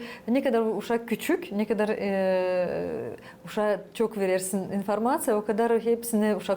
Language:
Gagauz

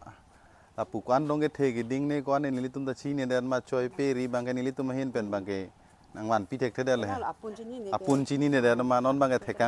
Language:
Karbi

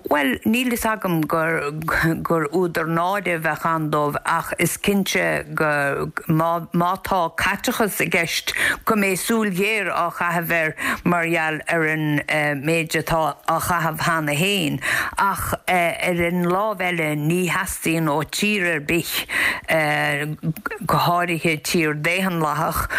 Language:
Irish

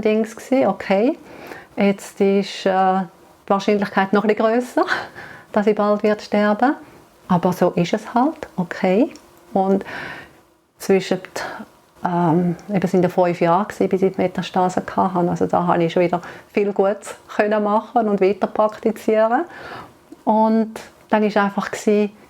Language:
Swiss German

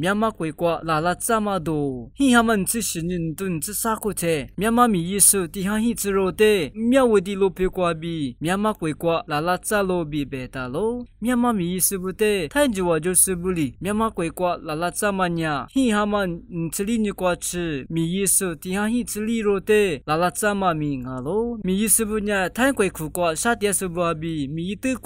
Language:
Lisu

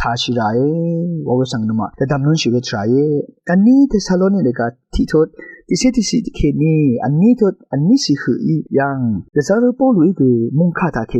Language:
Rawang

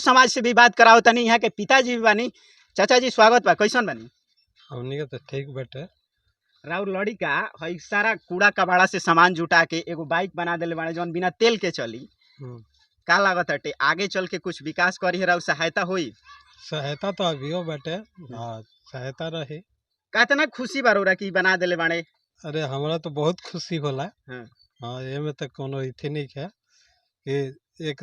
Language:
Bhojpuri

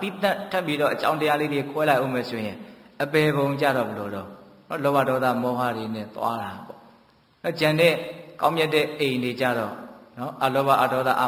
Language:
Burmese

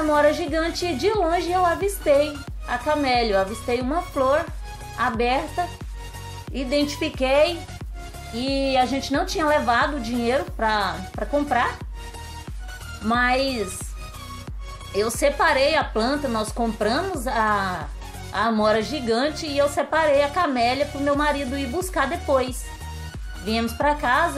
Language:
Portuguese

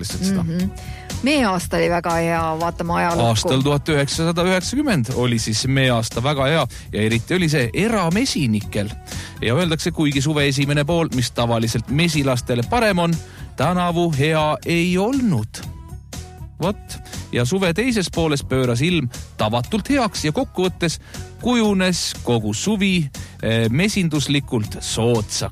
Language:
Estonian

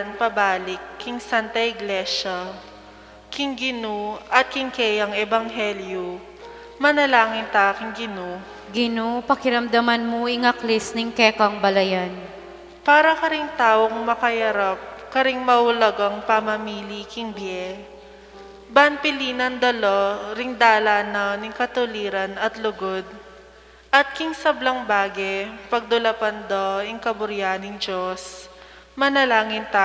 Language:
Pampanga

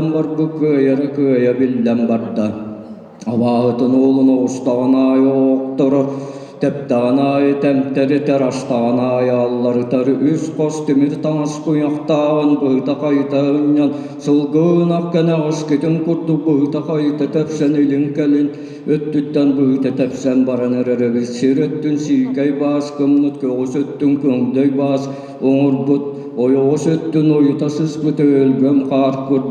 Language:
Yakut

